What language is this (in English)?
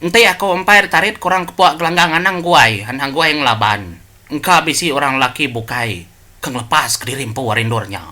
Iban